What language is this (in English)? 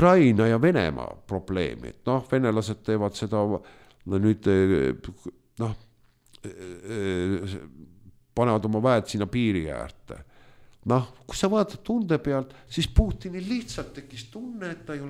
Estonian